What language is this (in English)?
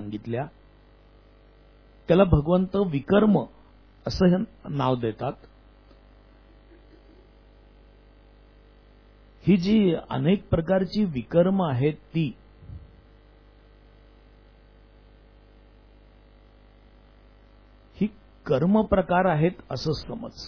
Marathi